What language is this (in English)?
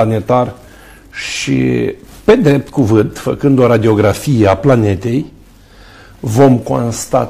Romanian